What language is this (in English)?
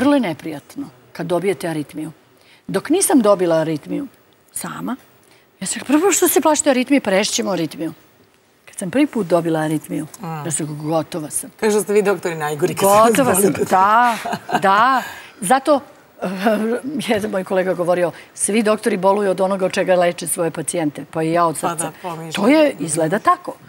Serbian